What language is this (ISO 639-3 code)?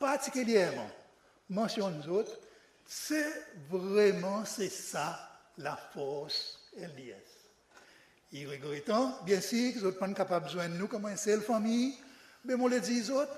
crs